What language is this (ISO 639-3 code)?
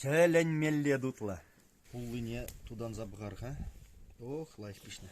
chv